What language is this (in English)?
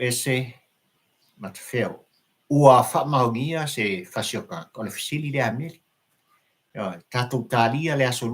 Samoan